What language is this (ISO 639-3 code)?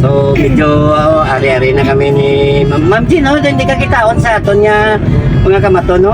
hil